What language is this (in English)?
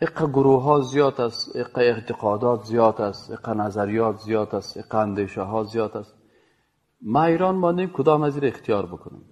Persian